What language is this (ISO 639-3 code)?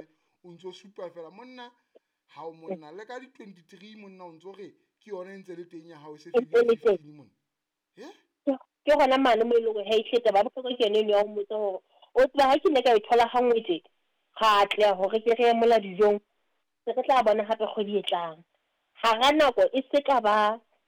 sot